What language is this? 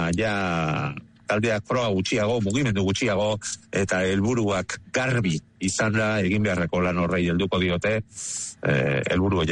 Basque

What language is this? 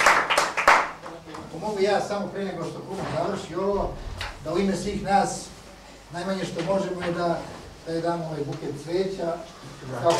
Serbian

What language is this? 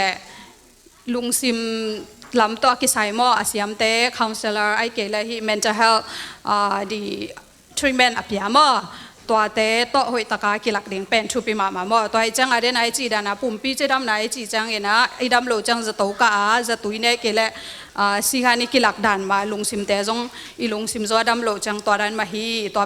Tedim Chin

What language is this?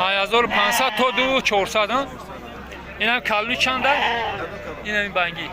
Tajik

